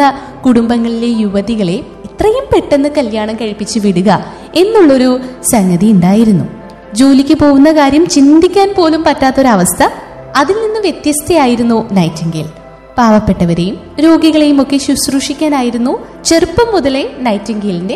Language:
Malayalam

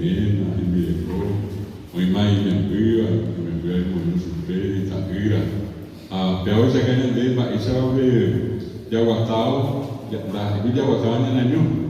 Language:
Guarani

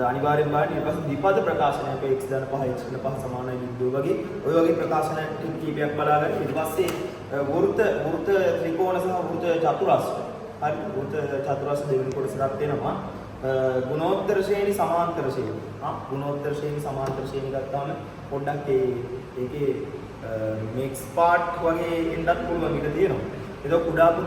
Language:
Sinhala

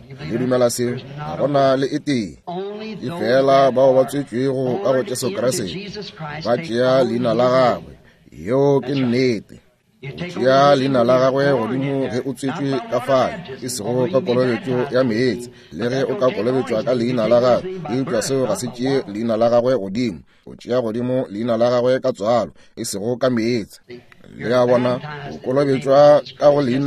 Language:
Northern Sotho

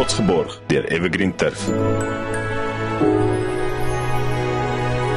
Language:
Afrikaans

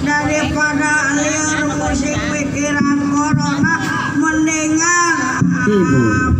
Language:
Sundanese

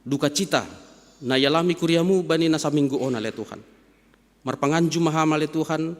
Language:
Batak Simalungun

